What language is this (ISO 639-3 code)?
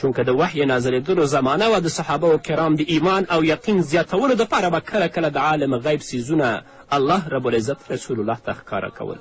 pus